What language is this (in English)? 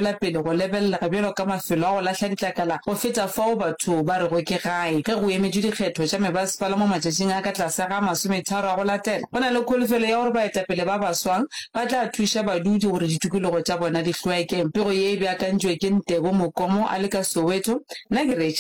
Northern Sotho